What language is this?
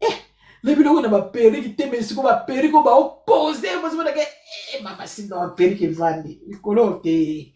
Lingala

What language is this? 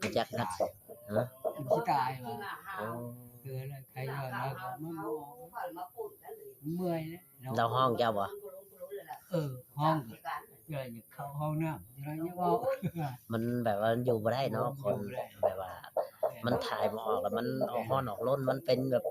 Northeastern Thai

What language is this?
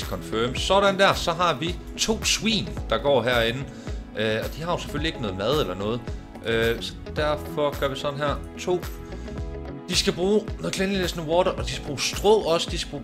Danish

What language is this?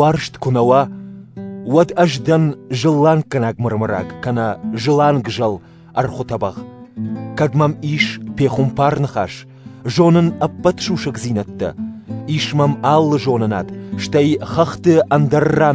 Ossetic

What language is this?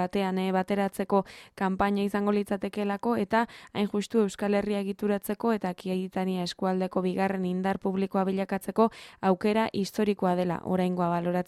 Basque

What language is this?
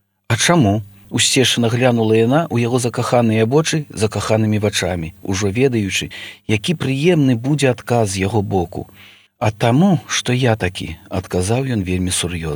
Belarusian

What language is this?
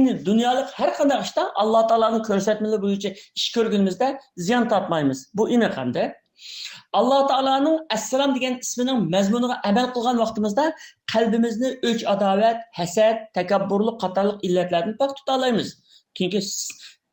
Uyghur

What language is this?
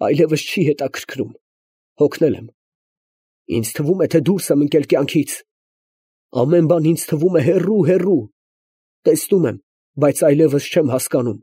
Armenian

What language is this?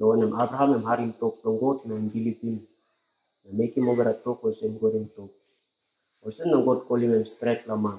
Tok Pisin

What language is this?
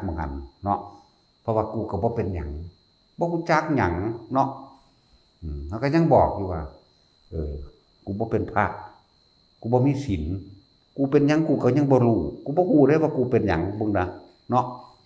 Northeastern Thai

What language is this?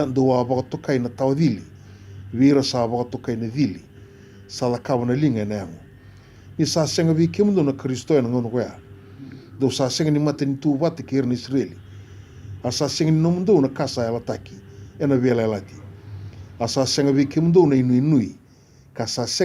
Fijian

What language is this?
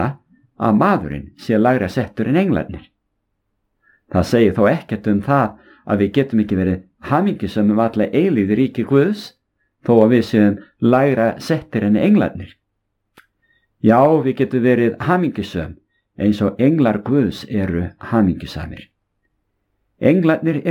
Icelandic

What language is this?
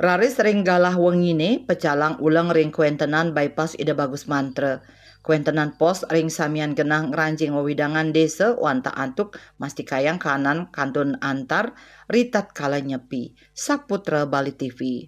Balinese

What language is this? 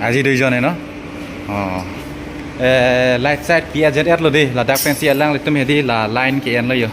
Karbi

